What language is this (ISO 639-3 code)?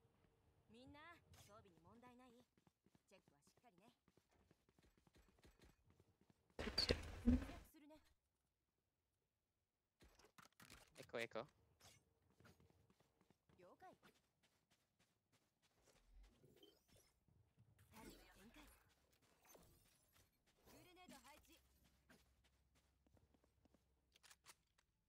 jpn